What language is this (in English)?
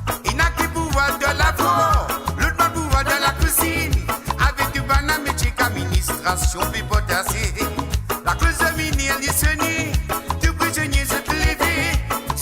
Morisyen